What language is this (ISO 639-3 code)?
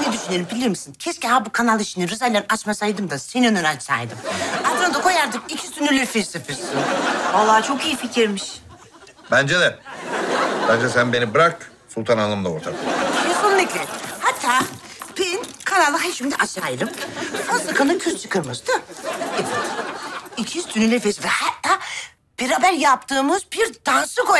tur